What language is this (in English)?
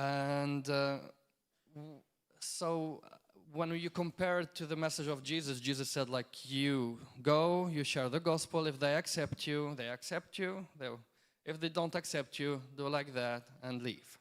English